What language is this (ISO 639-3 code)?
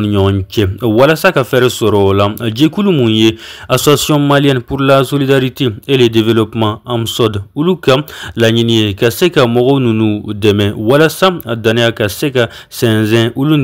bam